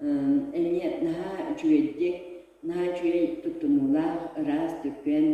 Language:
Yakut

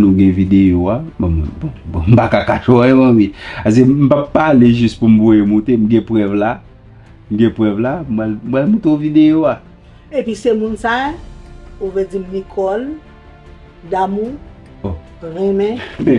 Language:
Haitian Creole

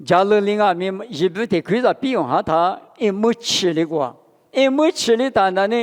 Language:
Lisu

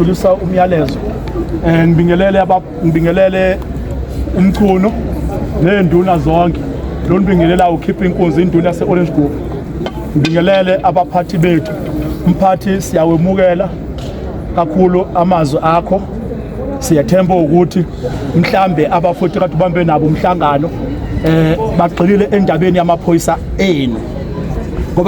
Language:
Zulu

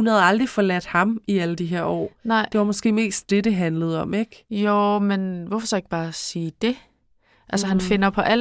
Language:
Danish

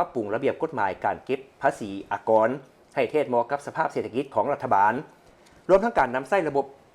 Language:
Lao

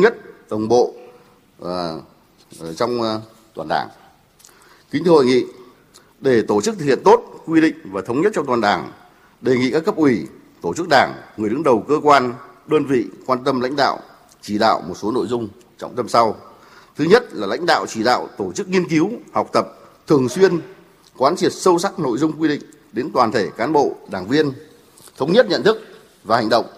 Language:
Vietnamese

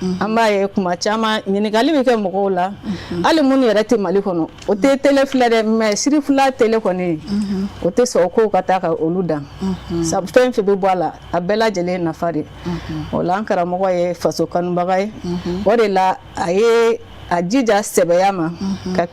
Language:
Bambara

